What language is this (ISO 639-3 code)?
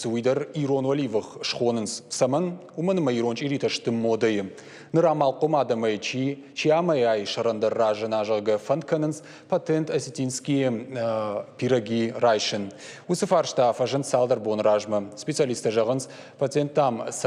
oss